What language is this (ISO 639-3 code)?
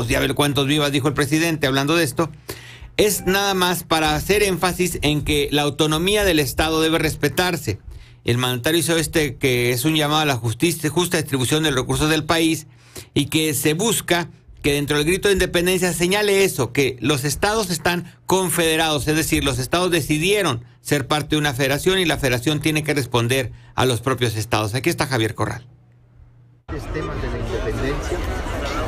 spa